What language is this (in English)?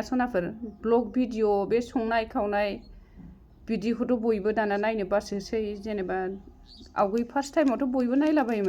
Bodo